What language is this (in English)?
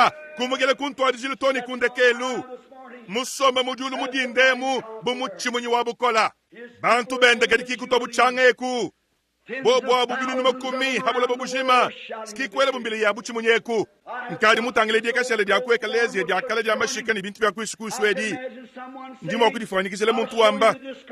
Luba-Lulua